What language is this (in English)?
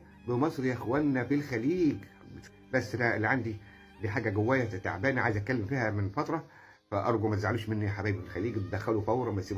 Egyptian Arabic